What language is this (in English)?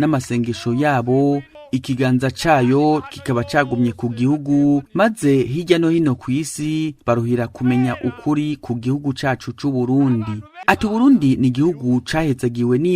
Rundi